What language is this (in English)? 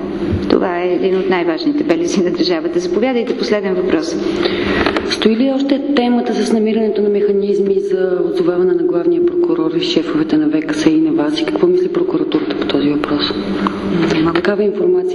Bulgarian